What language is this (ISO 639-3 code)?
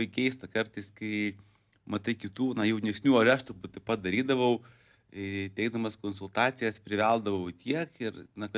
lit